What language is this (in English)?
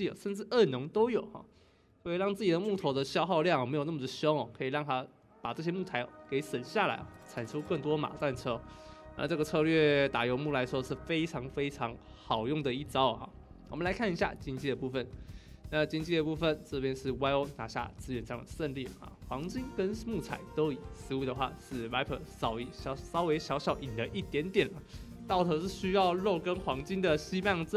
Chinese